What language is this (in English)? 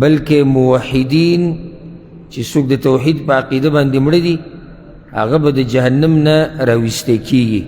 Pashto